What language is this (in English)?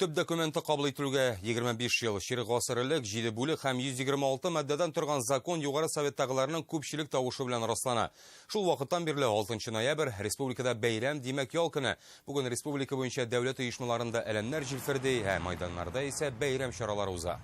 Tatar